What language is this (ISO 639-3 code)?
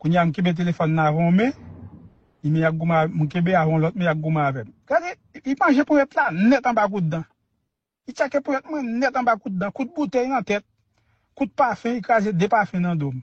hat